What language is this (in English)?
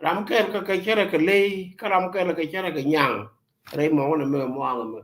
Nuer